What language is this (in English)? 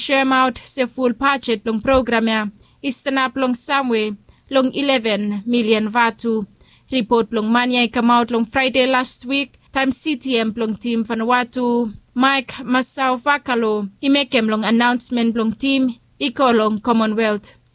Bislama